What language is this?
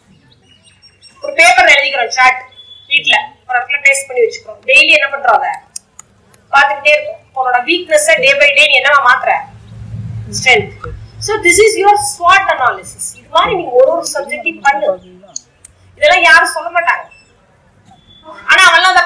Tamil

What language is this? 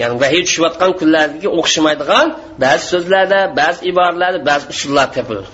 Uyghur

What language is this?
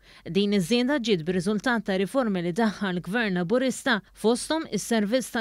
Maltese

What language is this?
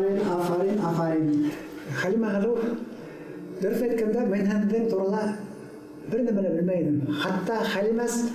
Bashkir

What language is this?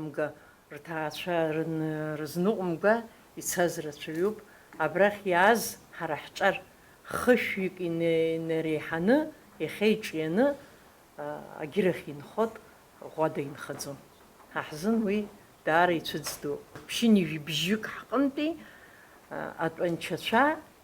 Abkhazian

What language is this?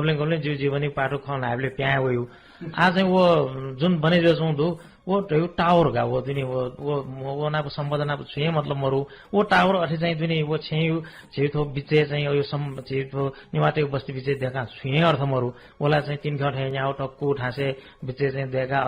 Newari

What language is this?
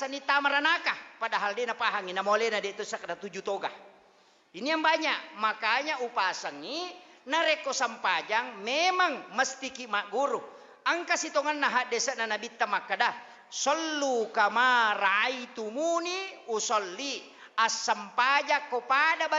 Buginese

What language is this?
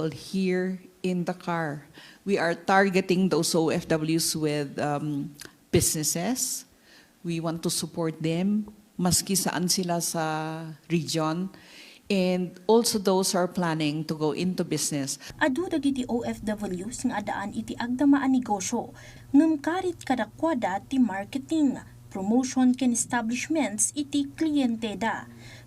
Iloko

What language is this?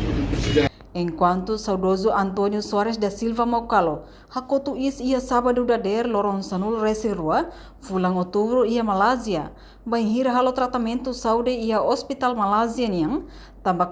Tetum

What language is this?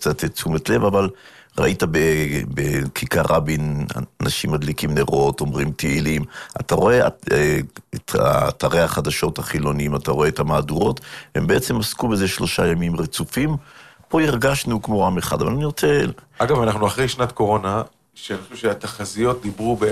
Hebrew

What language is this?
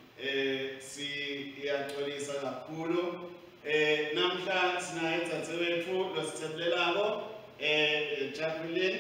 Swati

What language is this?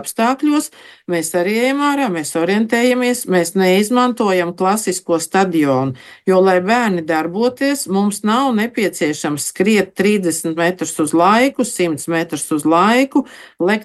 Latvian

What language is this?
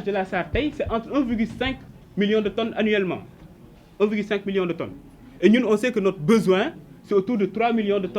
Wolof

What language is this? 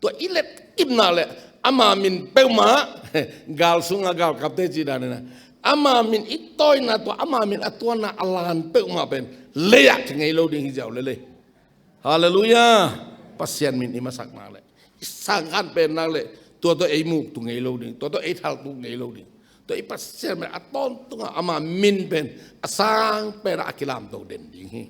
Tedim Chin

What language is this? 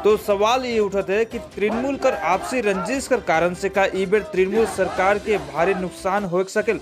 Sadri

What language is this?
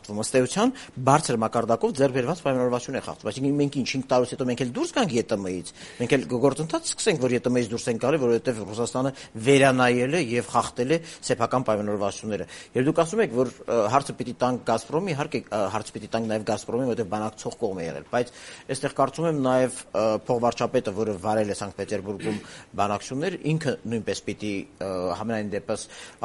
Armenian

